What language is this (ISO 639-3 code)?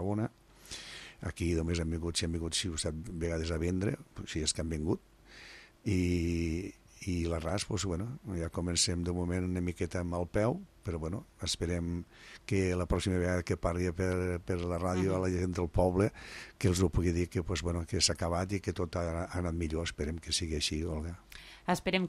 cat